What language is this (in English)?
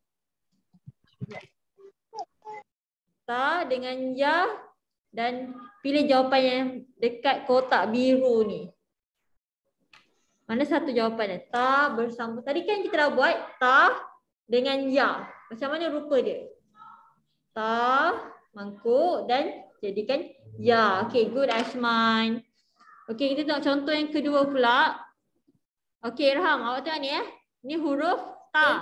Malay